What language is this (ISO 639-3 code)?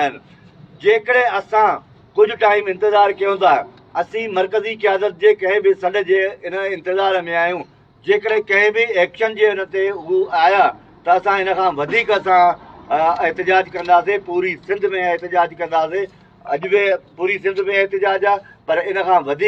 snd